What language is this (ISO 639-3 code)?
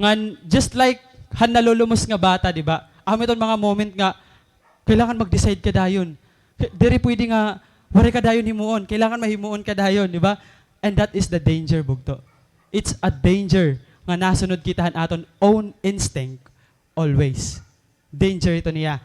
war